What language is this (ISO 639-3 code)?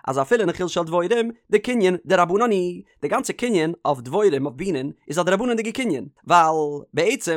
yid